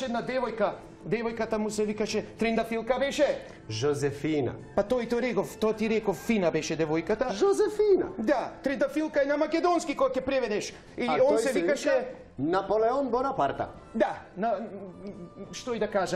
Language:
Macedonian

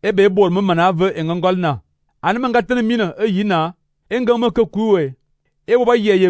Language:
Fang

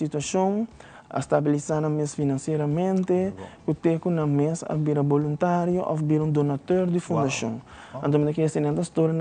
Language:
Papiamento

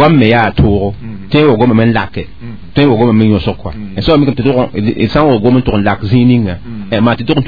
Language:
Mossi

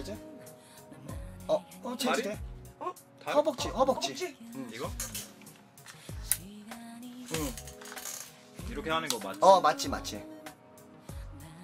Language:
Korean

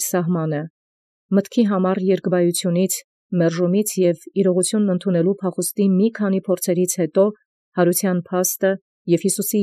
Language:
Armenian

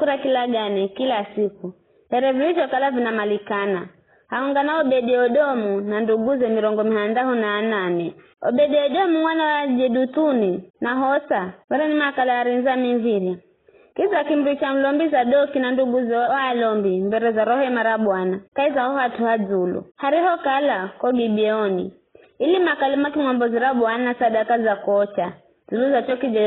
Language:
Giryama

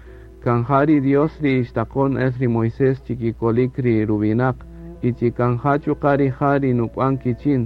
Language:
Kaqchikel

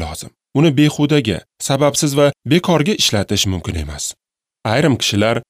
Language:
Uzbek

